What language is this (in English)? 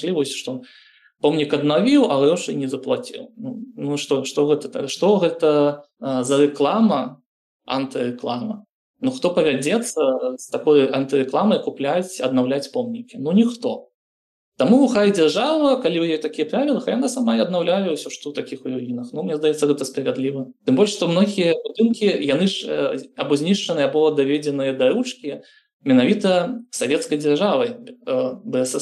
Belarusian